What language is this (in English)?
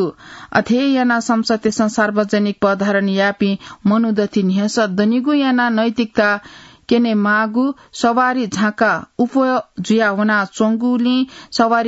Newari